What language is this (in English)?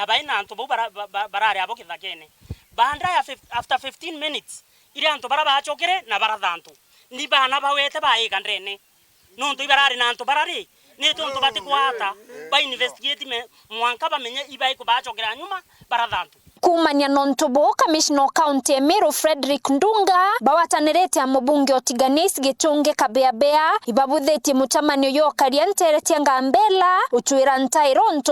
Meru